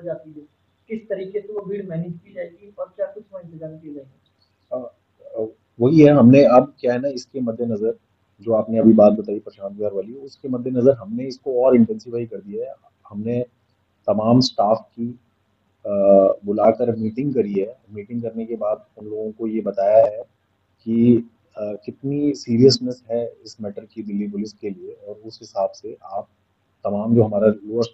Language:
Hindi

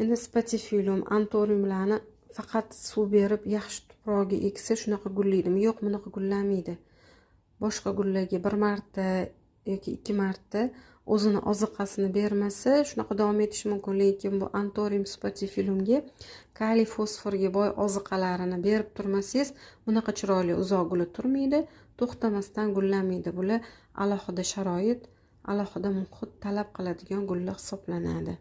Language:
Uzbek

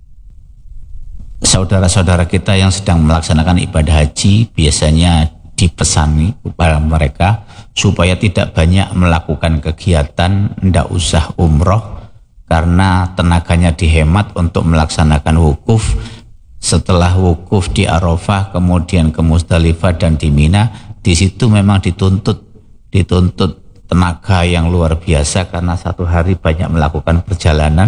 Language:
Indonesian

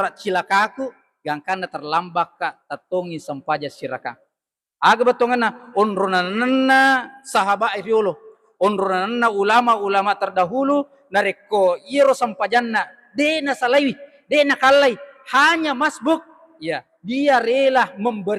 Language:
Buginese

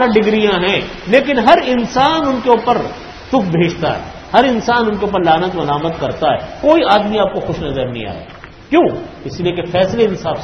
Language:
Urdu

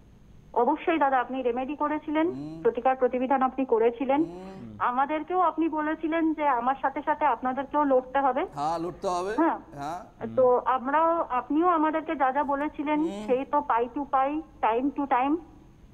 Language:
Bangla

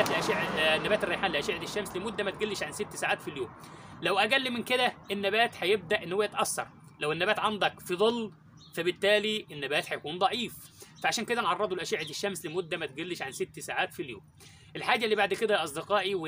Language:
Egyptian Arabic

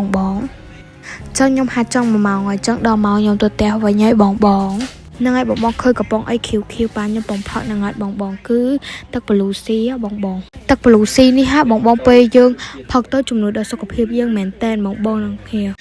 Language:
Khmer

